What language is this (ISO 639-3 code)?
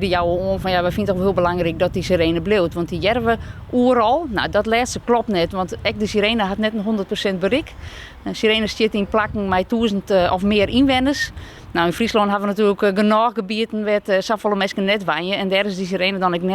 fry